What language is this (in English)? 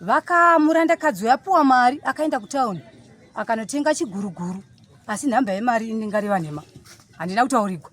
Shona